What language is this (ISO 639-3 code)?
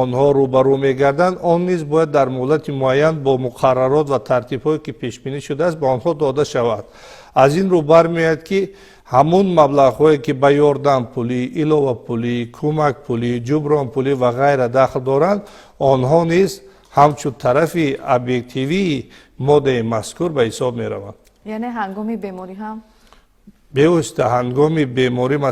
tgk